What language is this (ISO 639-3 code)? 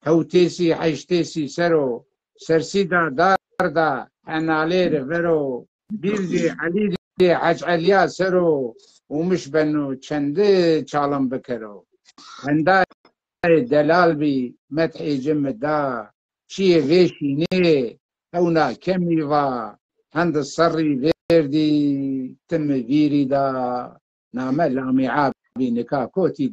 zza